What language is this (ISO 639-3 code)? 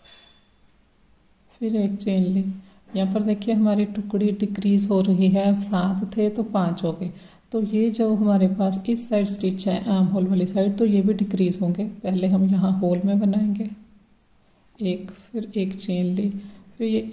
hin